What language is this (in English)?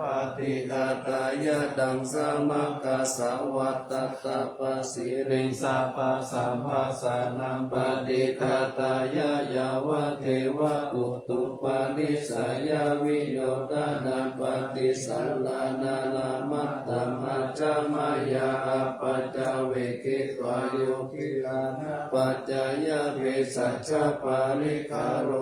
Pali